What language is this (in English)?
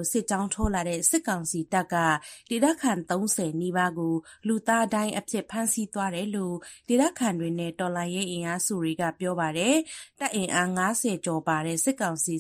Burmese